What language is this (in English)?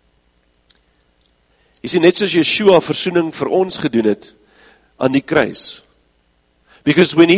Afrikaans